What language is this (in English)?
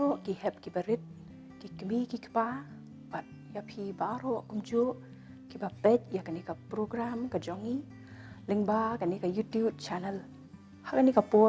Khasi